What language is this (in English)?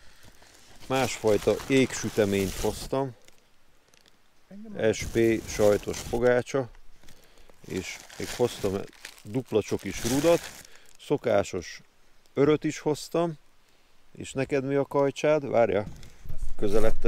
Hungarian